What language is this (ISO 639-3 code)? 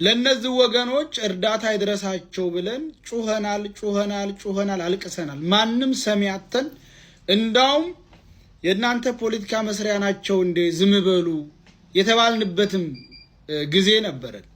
amh